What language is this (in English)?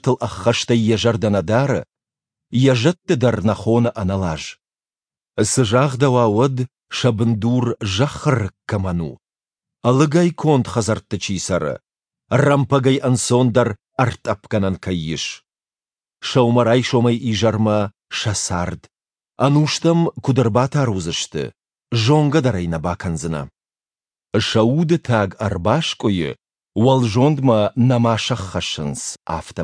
Ossetic